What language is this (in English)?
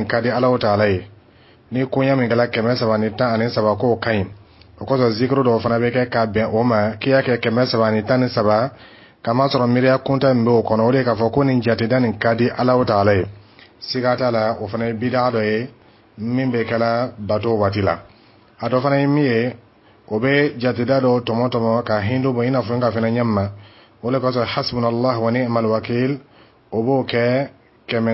Dyula